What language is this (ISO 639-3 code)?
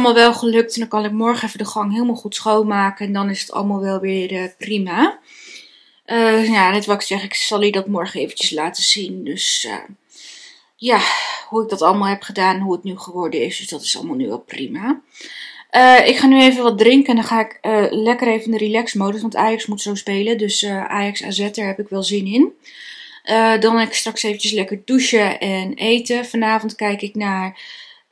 nld